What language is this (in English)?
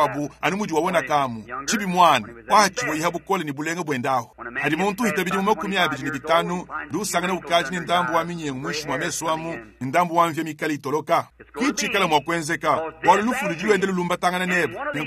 Luba-Lulua